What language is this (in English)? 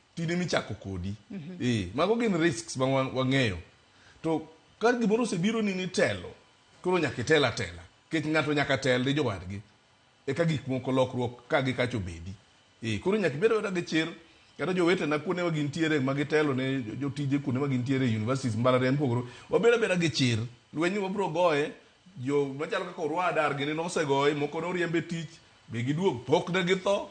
Luo (Kenya and Tanzania)